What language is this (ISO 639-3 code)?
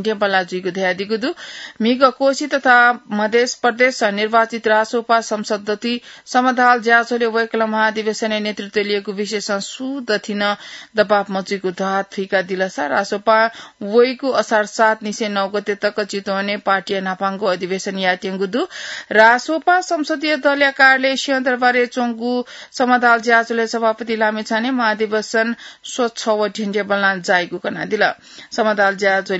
new